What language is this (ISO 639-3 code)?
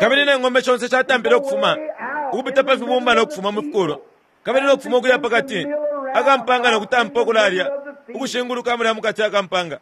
bem